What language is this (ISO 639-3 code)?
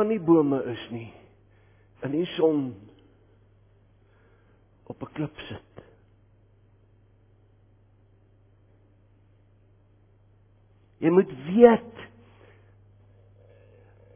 afr